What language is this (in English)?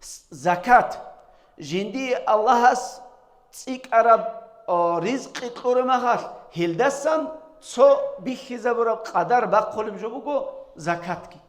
Avaric